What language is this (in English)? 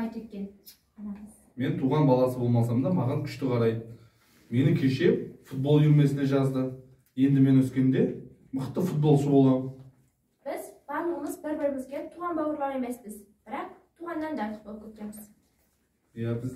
Kazakh